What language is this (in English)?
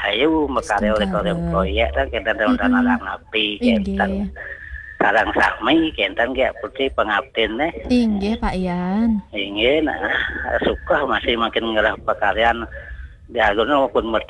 Balinese